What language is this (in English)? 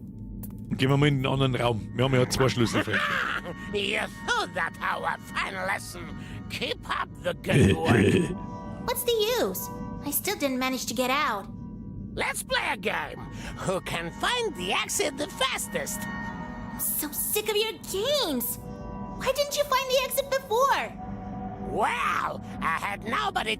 Bavarian